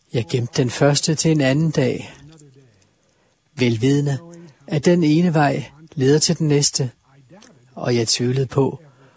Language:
Danish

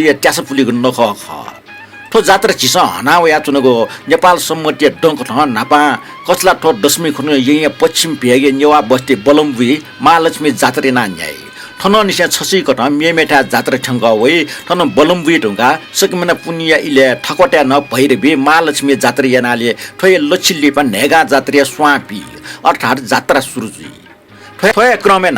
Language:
Newari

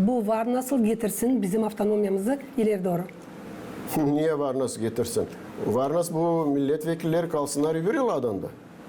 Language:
Gagauz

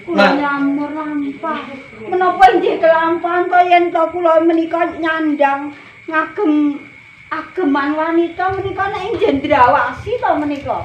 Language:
Javanese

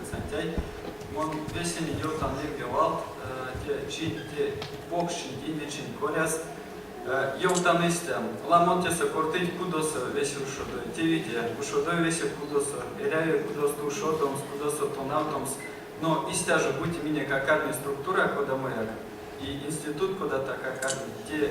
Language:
Erzya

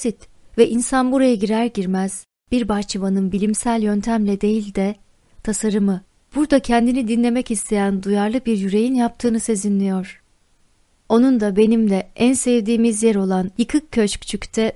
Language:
Turkish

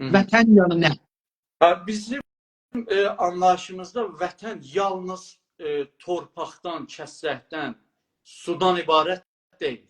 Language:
South Azerbaijani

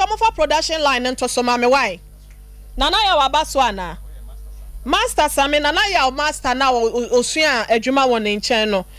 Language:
Akan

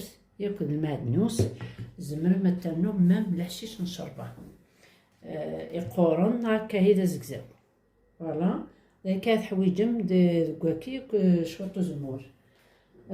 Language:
Kabyle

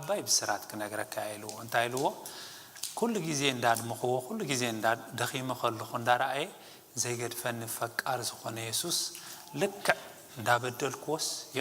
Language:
Tigrinya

